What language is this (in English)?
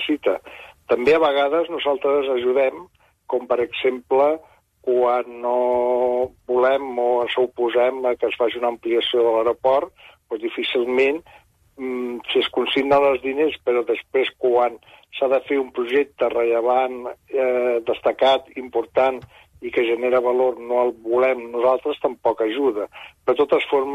Catalan